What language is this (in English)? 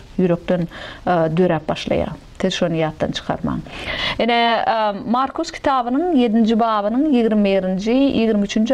Turkmen